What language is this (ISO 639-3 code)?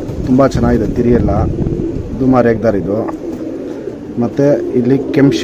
kan